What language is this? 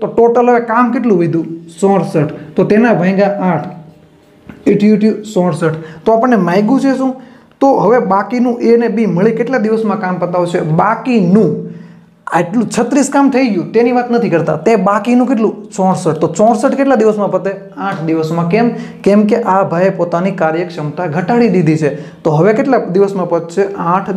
Gujarati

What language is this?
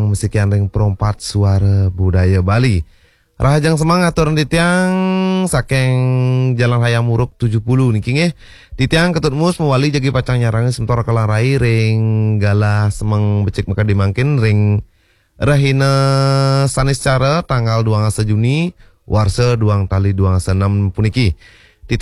Balinese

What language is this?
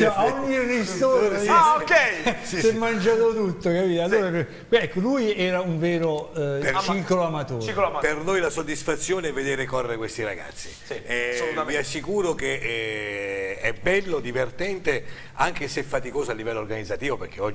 Italian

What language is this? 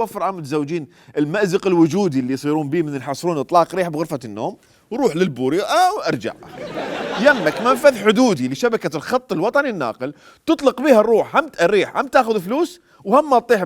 Mesopotamian Arabic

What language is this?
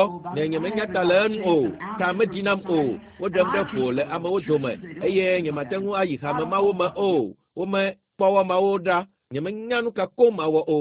Ewe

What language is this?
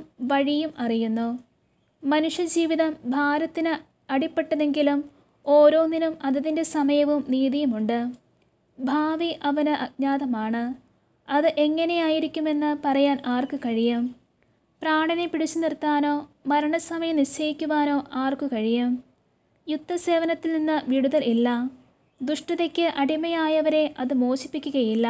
Malayalam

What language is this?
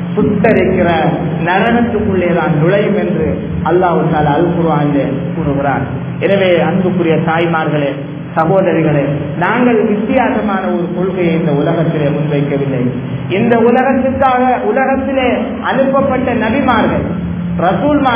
Tamil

